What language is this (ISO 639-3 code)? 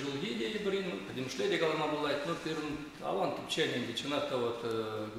chv